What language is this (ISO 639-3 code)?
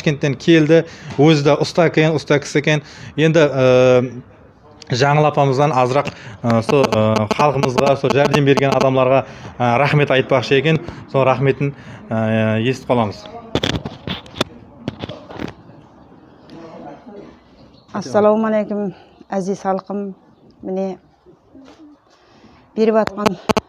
kaz